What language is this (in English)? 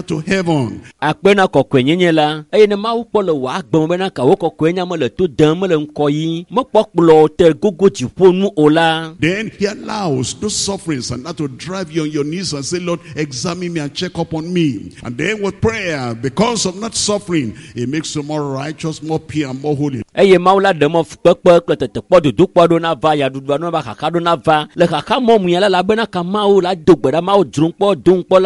Ewe